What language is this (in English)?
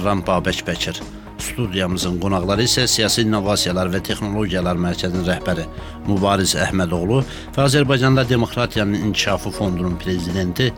Azerbaijani